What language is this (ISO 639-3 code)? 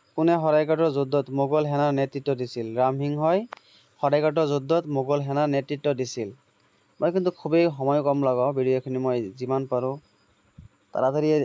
asm